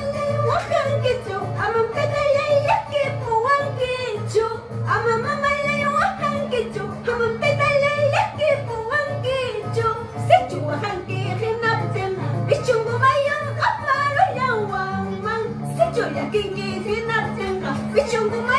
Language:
Ayacucho Quechua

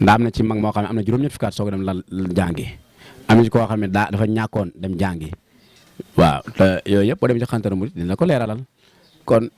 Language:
Wolof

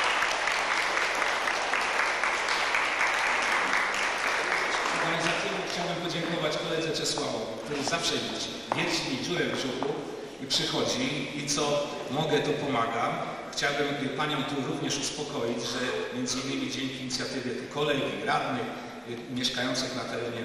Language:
Polish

